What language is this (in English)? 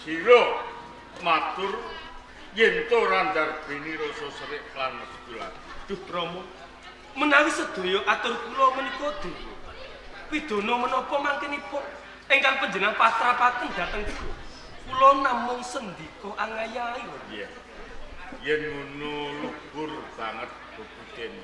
Javanese